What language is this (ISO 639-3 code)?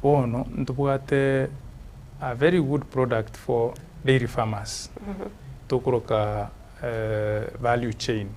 guz